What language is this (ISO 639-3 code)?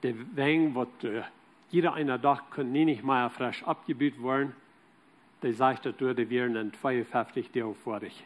pdt